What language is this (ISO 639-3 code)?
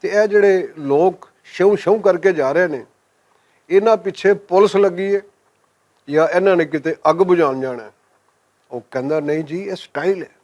lah